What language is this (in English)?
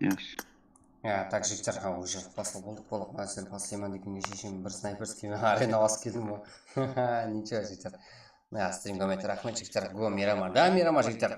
Kara-Kalpak